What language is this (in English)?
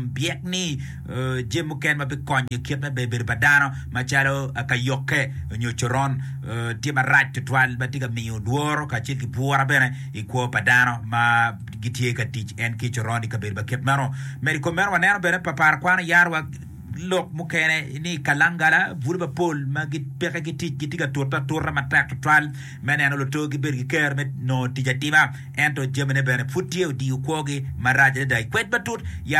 Acoli